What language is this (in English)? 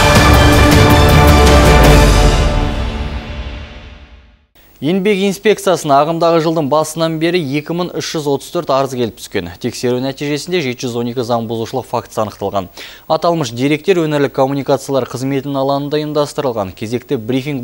Kazakh